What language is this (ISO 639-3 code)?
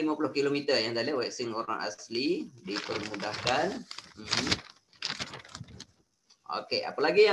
msa